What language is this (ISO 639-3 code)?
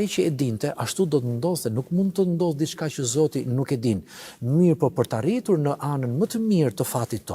sqi